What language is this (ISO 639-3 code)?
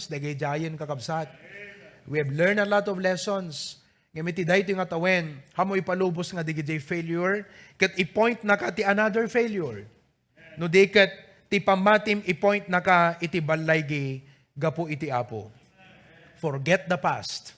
ilo